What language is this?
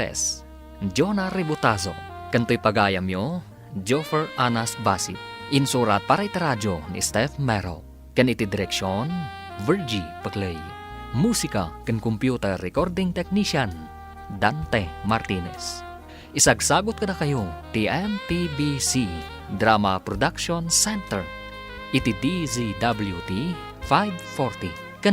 Iloko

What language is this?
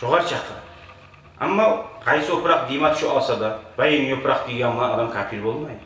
Kumyk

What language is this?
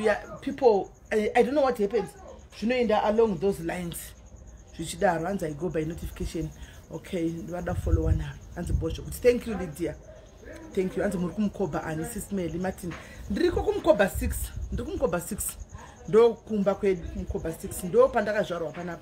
Shona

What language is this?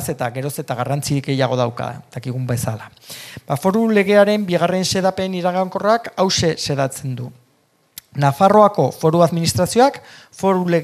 Basque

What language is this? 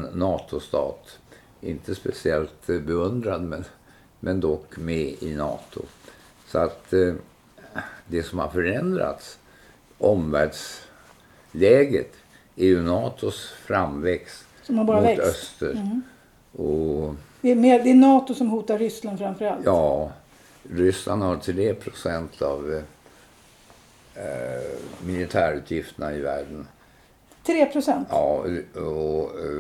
Swedish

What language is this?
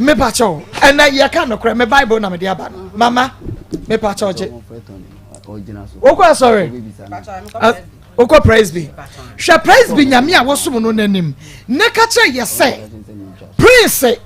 Akan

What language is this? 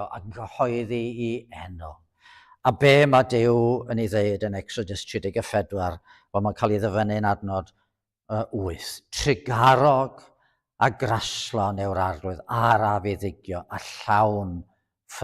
Welsh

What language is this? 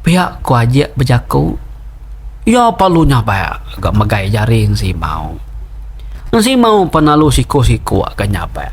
Iban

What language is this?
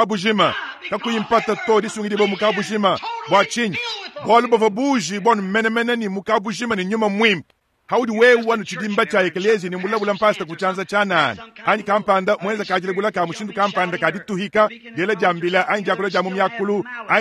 Luba-Lulua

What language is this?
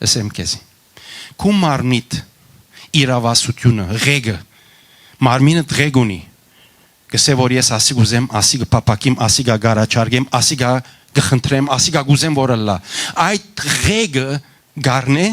Western Armenian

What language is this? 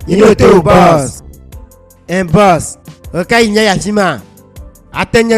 Ewe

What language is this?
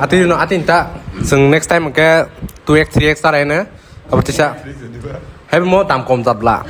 Kok Borok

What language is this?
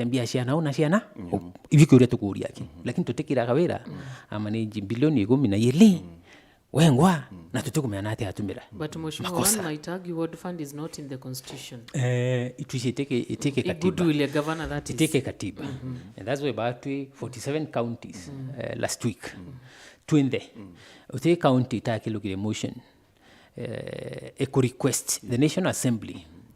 Meru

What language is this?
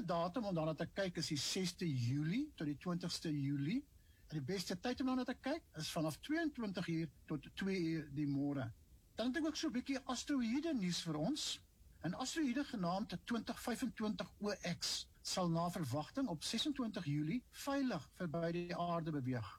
Afrikaans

